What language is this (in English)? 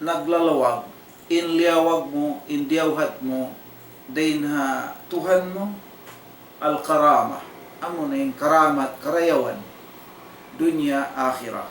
Tausug